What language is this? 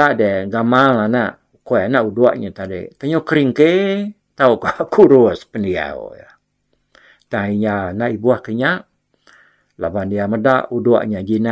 Iban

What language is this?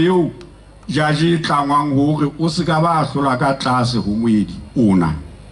Southern Sotho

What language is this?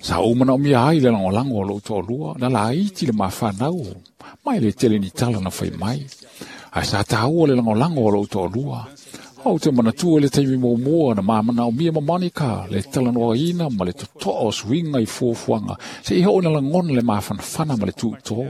Samoan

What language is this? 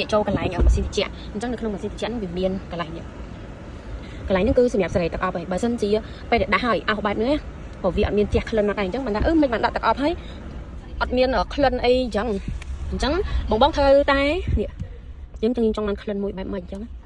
Khmer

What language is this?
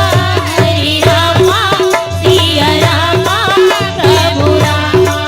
Chhattisgarhi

